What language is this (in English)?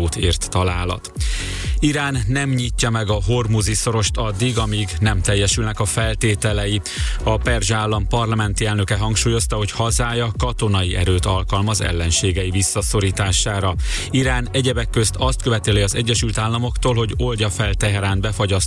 Hungarian